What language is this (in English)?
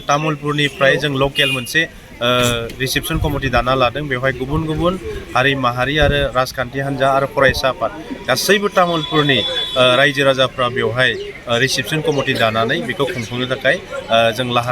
Bodo